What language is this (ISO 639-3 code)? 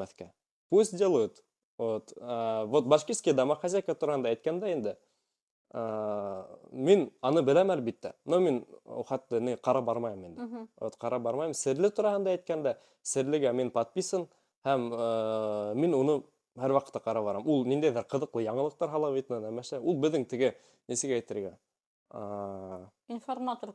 bak